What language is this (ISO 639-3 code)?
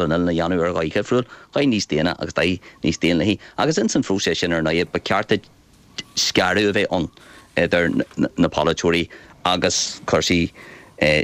gle